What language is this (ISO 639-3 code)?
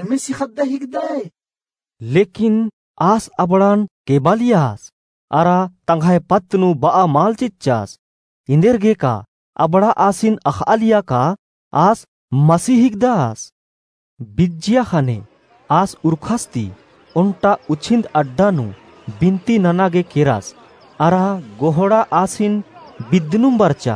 kru